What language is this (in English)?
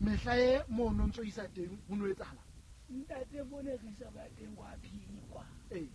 Southern Sotho